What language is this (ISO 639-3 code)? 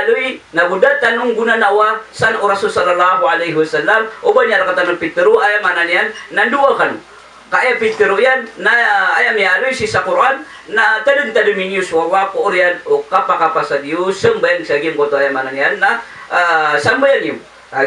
mrw